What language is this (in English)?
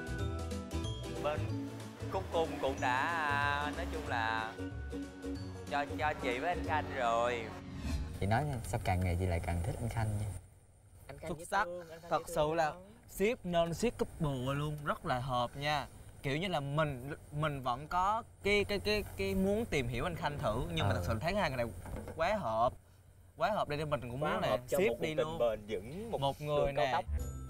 Vietnamese